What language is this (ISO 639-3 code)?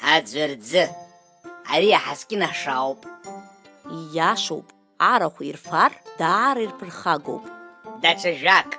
abk